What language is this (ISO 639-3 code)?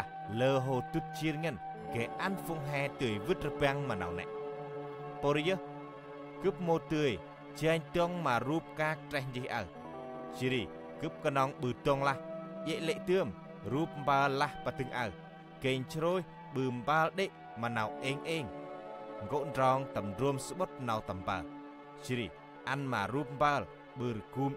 cmo